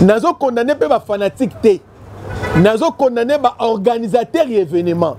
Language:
Lingala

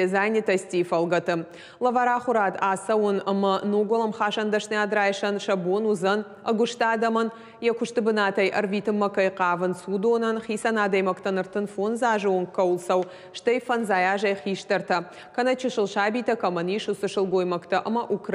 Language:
Ossetic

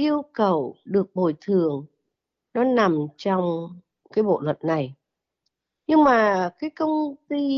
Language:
Vietnamese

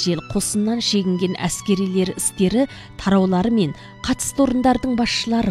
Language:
Kazakh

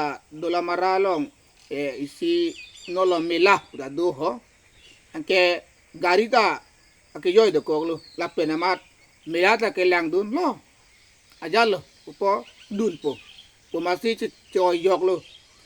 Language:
Karbi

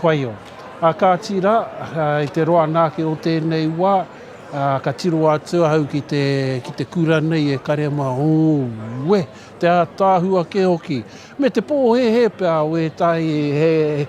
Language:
Māori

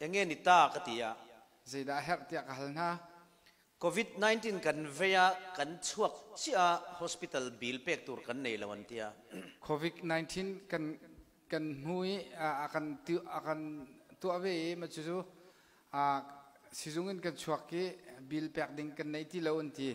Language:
Falam Chin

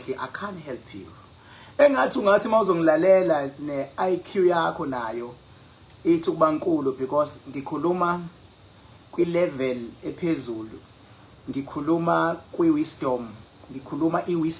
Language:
Zulu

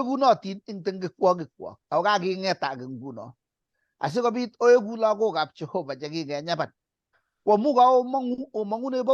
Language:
Kalenjin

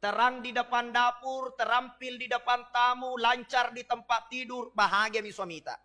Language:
Buginese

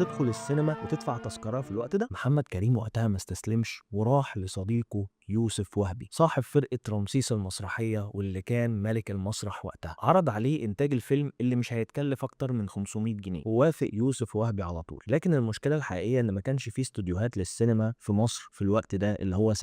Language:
Egyptian Arabic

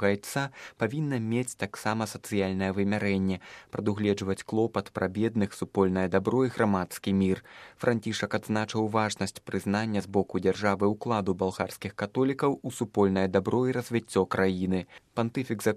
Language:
Belarusian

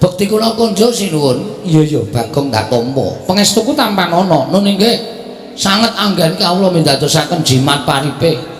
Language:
Javanese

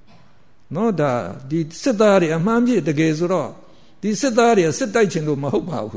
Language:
Burmese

